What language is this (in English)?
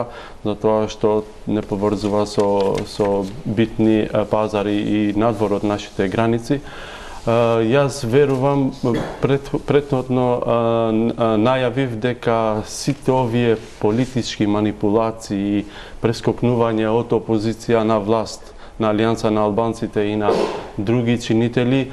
Macedonian